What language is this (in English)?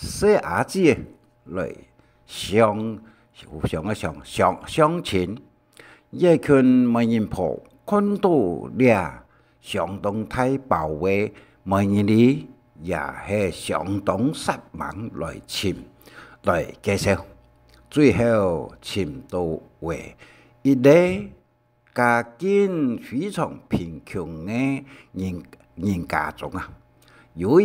Hakka Chinese